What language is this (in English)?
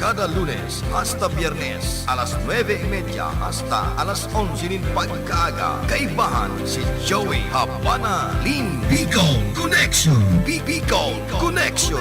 Bikol